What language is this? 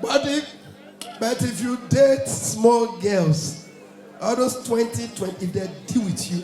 Nigerian Pidgin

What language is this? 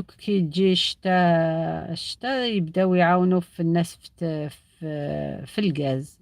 Algerian Arabic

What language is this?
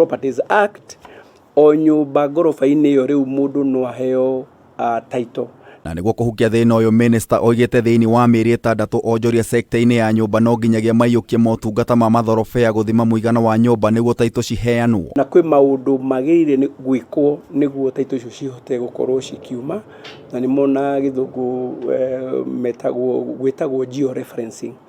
Kikuyu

